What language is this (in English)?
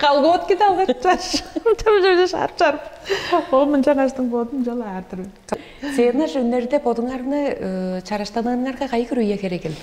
Tuvinian